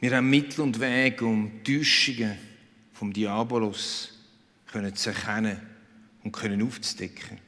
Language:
Swiss German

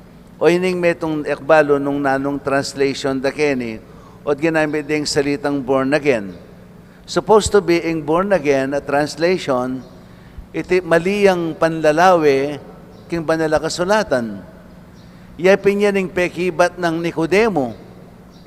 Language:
Pampanga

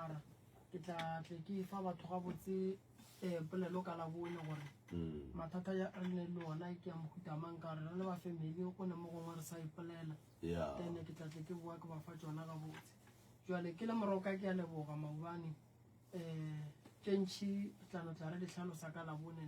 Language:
Northern Sotho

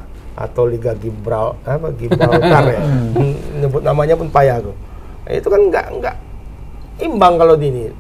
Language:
Indonesian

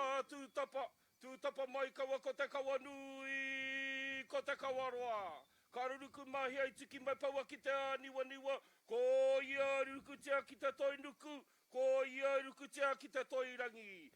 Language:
Māori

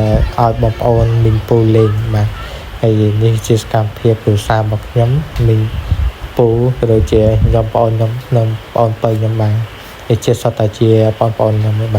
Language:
Khmer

